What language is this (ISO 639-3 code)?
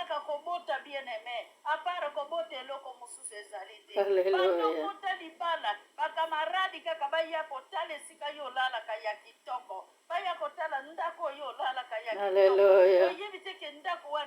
lin